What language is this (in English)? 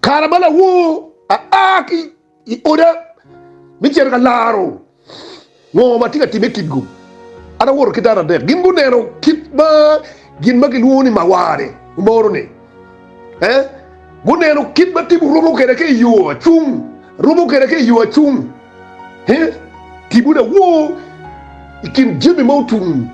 Acoli